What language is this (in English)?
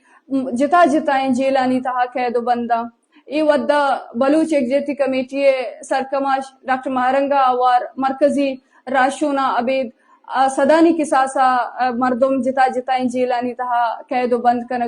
Eastern Balochi